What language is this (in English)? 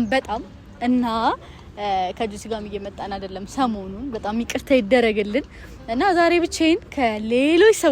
Amharic